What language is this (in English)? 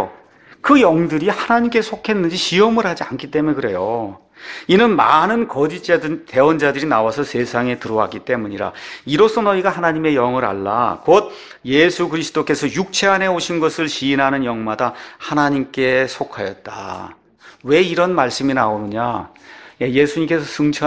Korean